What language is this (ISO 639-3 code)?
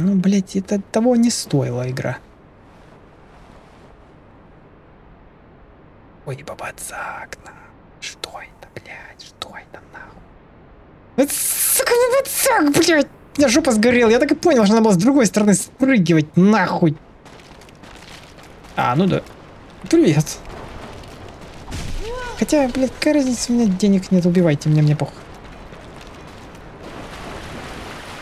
rus